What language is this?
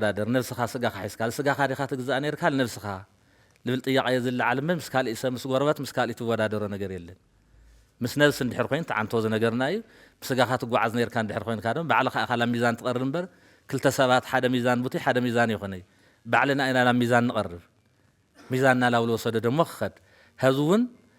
Tigrinya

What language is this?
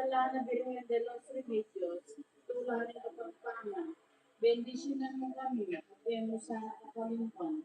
Pampanga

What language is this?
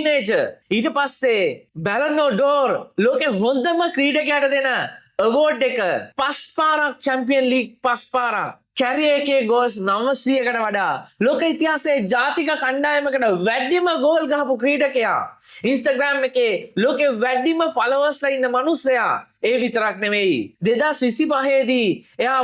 Sinhala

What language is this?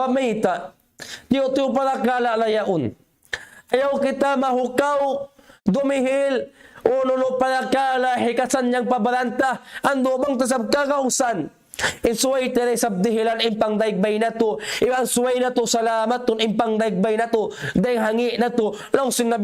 Tausug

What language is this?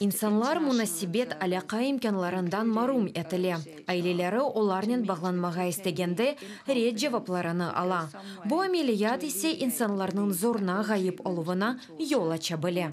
Crimean Tatar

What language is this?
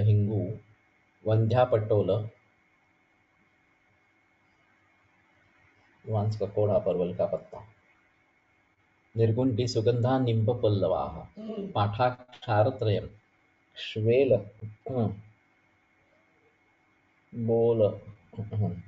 Hindi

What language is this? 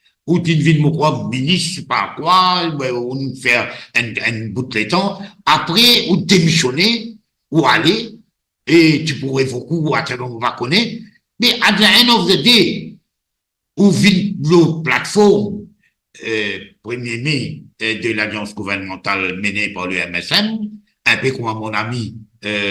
Morisyen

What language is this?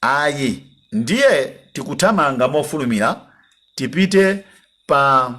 Nyanja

